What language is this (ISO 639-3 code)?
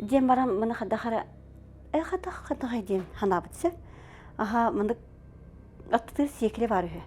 sah